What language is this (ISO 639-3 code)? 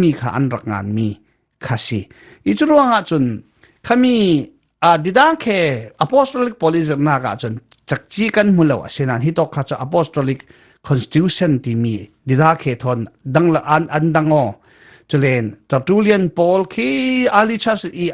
cfm